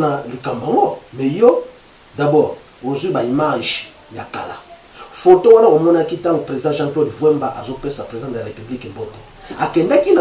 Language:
Lingala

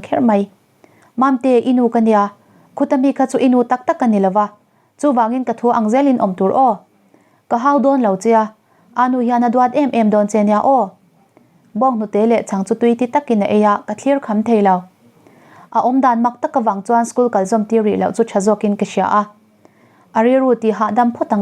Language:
Mizo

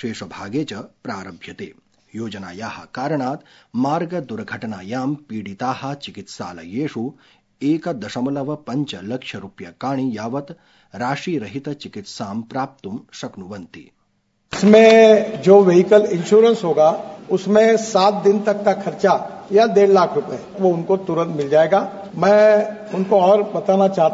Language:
Sanskrit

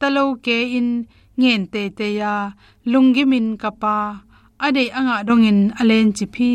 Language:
Tedim Chin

